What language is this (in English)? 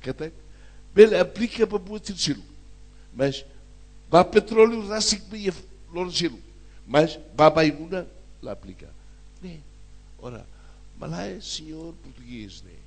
Tetum